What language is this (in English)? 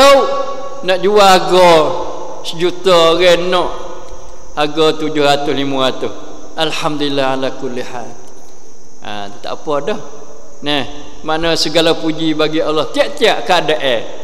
Malay